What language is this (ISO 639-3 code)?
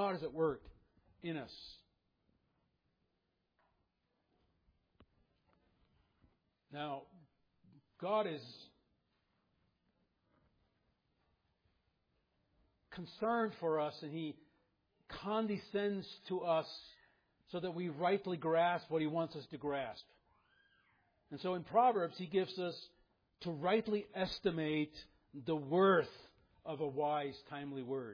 eng